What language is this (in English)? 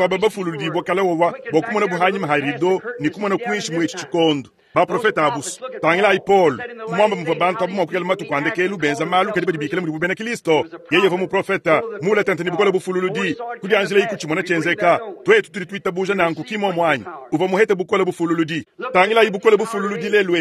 Luba-Lulua